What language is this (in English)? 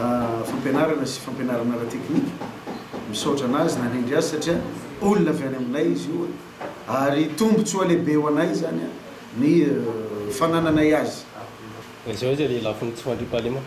Malagasy